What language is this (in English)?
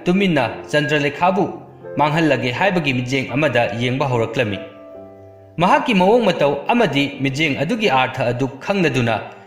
Manipuri